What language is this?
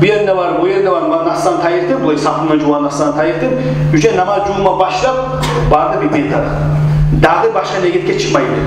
Kumyk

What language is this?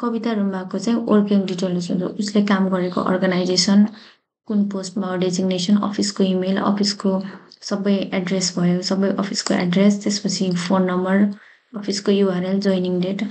Nepali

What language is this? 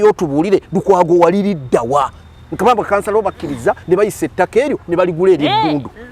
Ganda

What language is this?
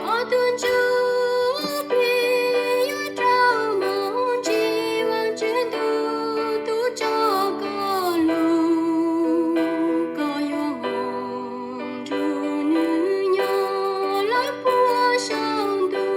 Hmong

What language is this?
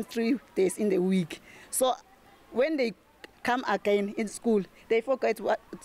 Tsonga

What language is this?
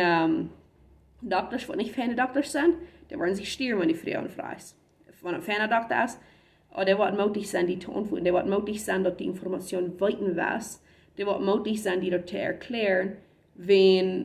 Plautdietsch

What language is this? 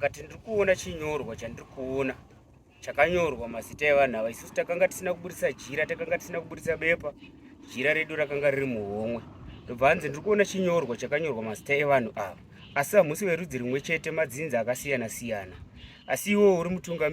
Shona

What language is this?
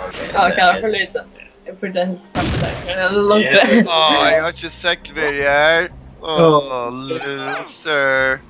Faroese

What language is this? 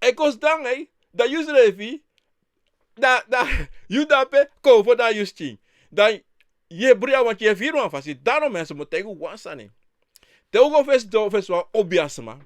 Sranan Tongo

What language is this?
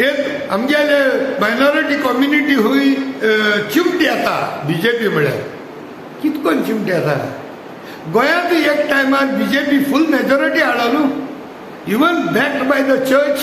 Konkani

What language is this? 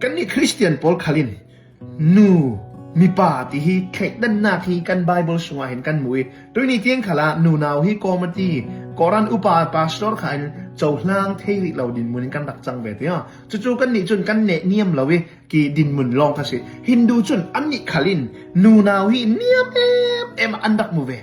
Hakha Chin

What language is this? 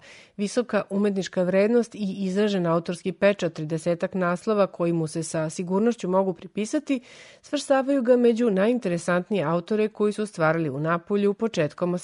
Serbian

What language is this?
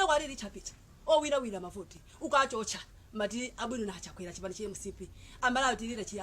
Nyanja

